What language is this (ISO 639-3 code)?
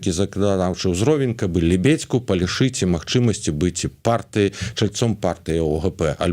bel